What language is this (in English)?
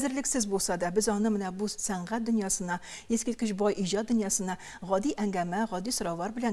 Tatar